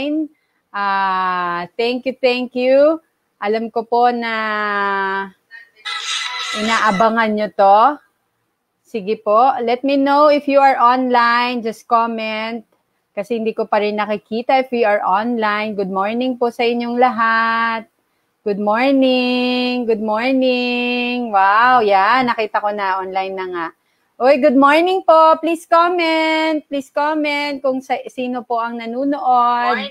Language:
Filipino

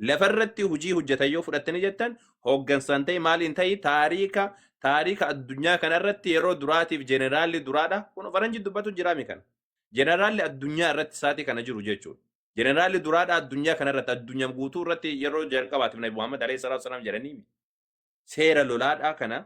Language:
Oromo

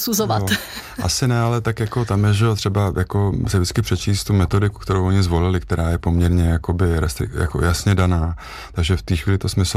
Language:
Czech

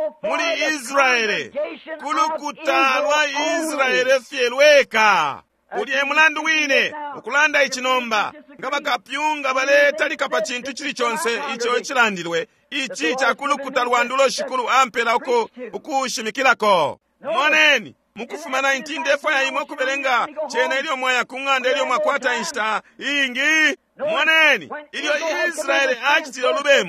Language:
Bemba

